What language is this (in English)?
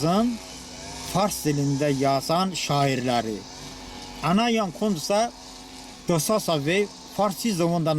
Talysh